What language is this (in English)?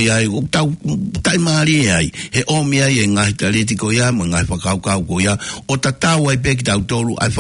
Tongan